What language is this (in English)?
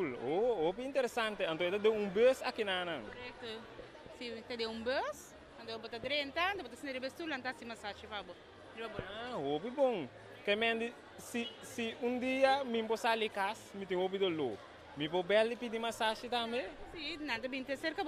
Papiamento